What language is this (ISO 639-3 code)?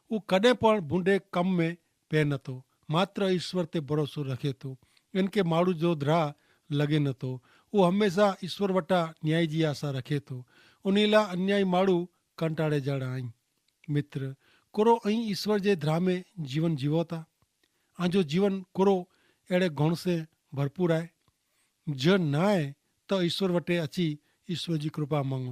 kfr